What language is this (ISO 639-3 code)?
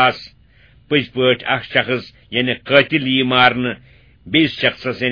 kas